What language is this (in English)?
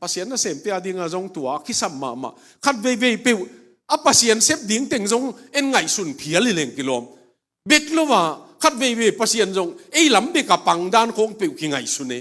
Tedim Chin